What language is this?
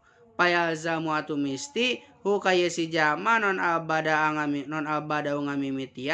Sundanese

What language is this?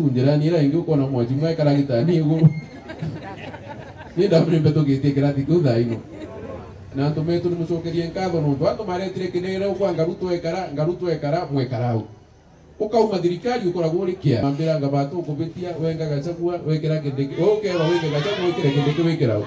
Meru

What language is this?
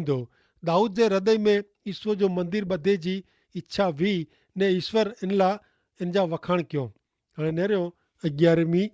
Kachhi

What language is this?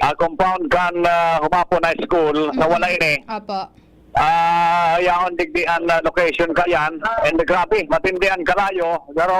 Bikol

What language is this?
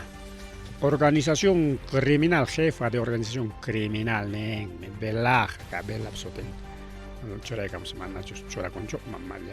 Ayacucho Quechua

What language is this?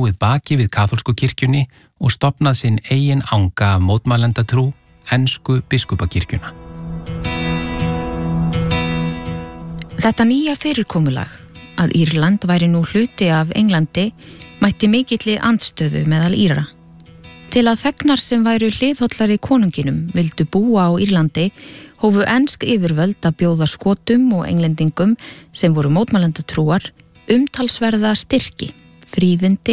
Icelandic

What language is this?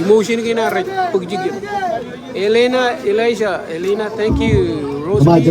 Marshallese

